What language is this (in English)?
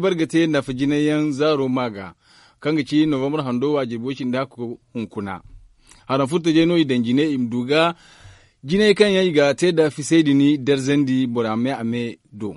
Zarma